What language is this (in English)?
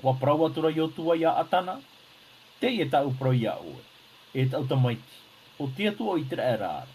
Tahitian